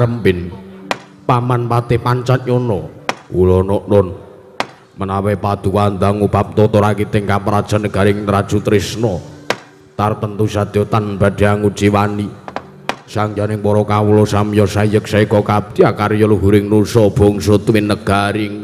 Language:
Javanese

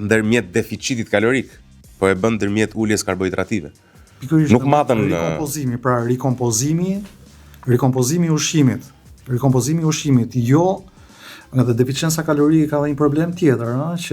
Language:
Albanian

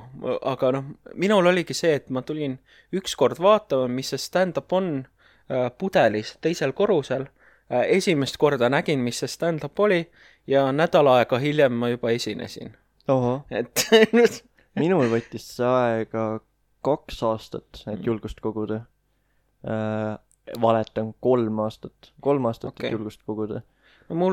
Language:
Estonian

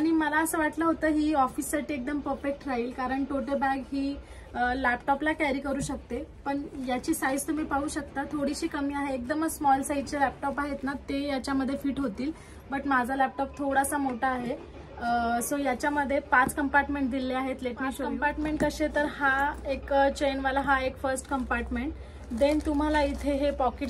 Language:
Marathi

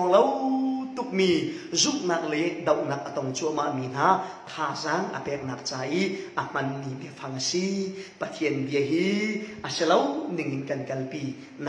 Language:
Falam Chin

